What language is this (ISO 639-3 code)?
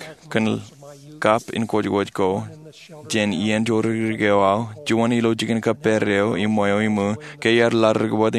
mah